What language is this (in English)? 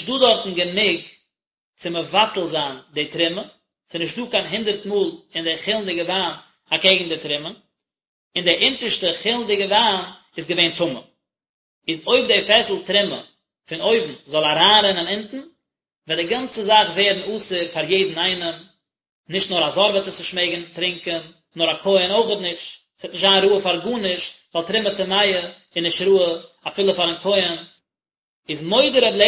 Yiddish